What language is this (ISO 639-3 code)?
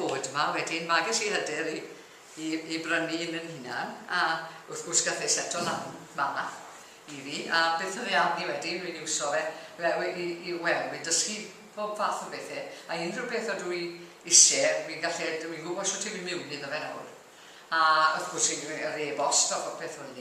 cym